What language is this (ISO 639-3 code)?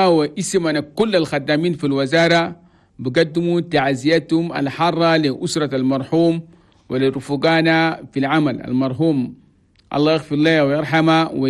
shu